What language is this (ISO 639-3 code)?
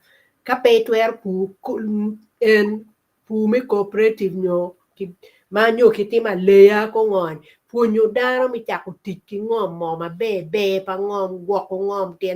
ach